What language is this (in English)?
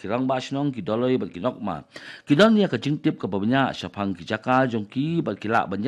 Khasi